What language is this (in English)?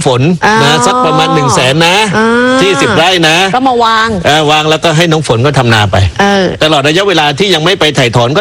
Thai